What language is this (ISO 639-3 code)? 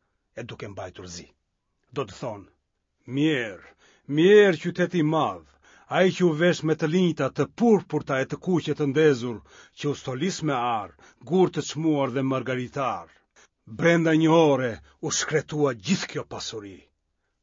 sqi